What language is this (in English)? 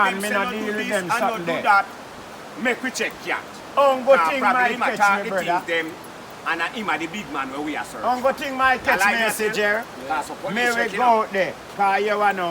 Jamaican Creole English